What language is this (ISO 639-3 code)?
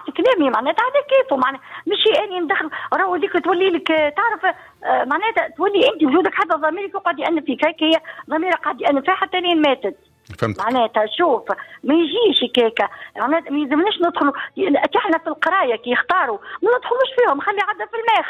aeb